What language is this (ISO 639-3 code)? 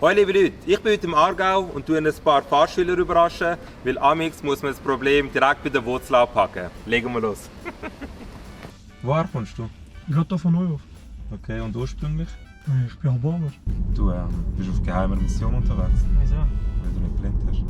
gsw